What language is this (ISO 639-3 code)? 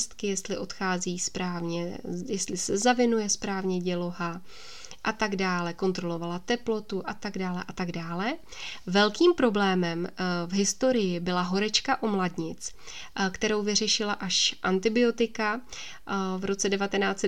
ces